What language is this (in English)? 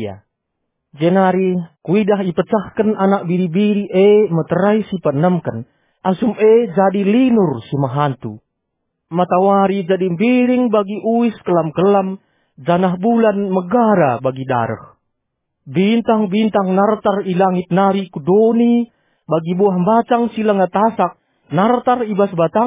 Batak Karo